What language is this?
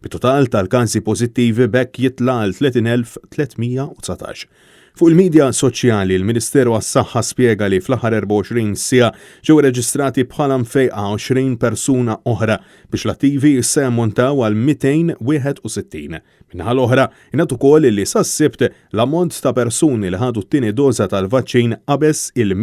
Maltese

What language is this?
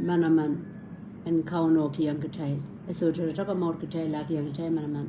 Pohnpeian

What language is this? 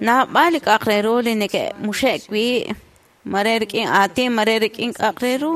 Kekchí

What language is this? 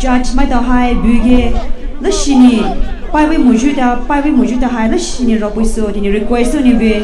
Poumei Naga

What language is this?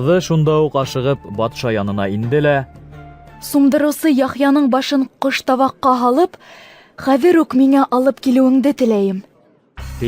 Bashkir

